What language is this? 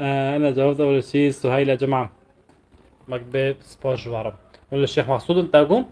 North Levantine Arabic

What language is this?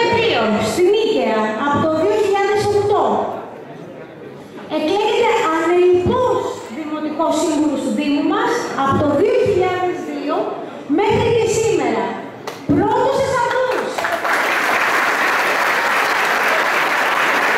Greek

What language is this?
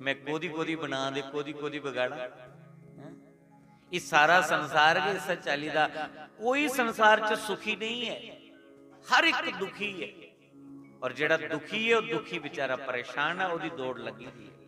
Dogri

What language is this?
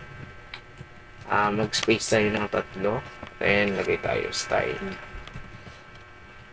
Filipino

